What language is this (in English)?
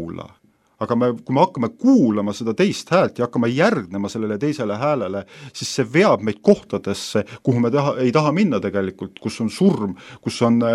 Estonian